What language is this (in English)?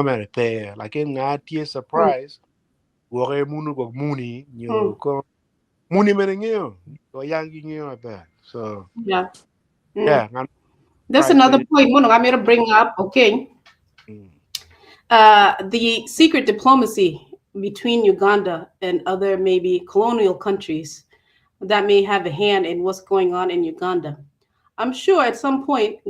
Acoli